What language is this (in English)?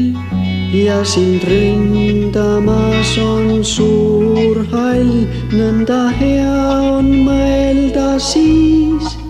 Estonian